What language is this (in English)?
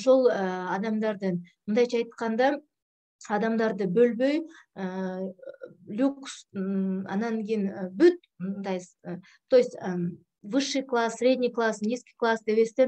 Kyrgyz